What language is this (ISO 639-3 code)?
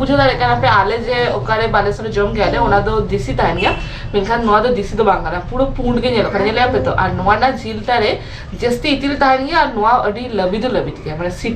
sat